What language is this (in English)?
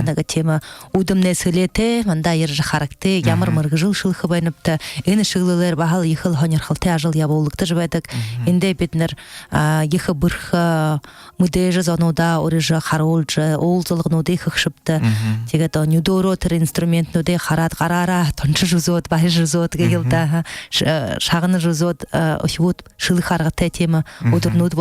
Buriat